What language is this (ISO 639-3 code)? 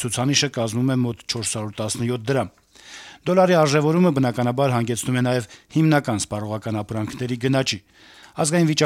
hye